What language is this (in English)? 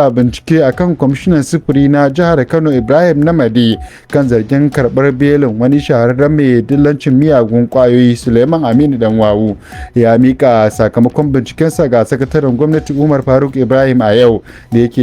Hausa